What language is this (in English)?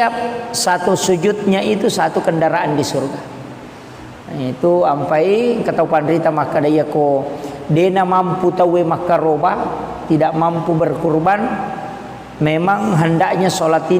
Buginese